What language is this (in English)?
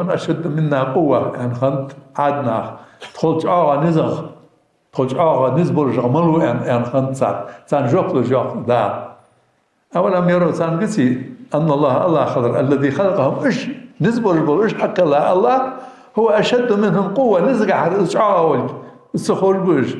Ingush